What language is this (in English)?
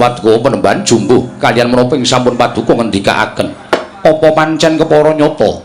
Javanese